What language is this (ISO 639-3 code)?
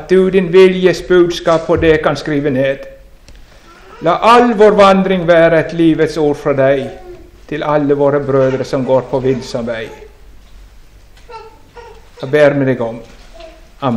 nor